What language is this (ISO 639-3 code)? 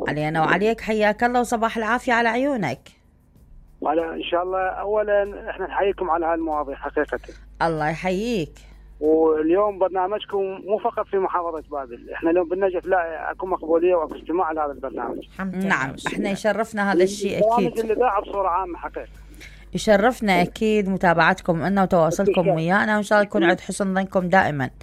acm